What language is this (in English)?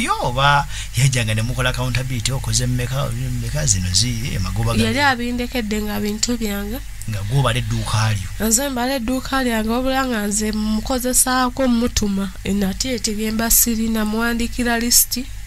Ganda